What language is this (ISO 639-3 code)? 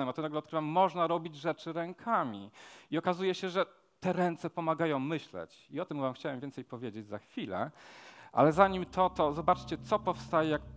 pol